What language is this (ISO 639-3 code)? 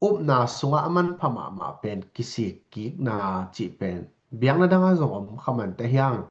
ctd